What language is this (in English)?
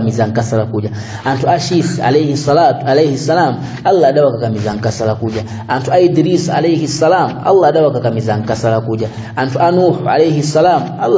Nyanja